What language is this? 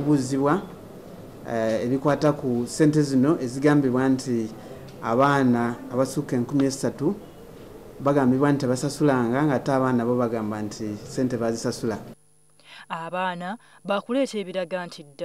Ganda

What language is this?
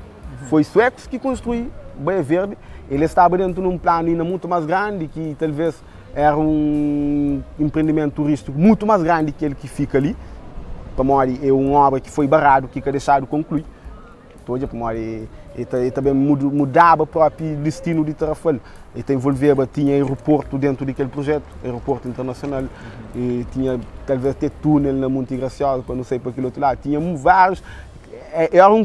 Kabuverdianu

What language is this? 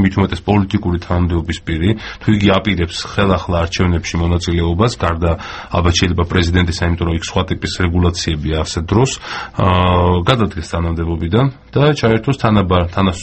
Georgian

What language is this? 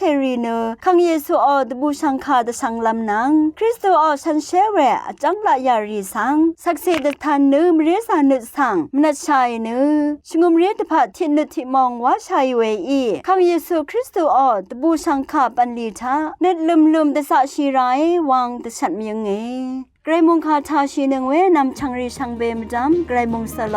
Rawang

